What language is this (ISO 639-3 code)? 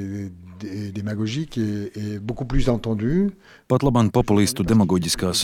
lav